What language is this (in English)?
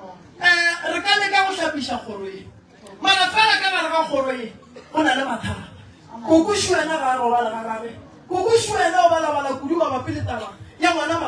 Northern Sotho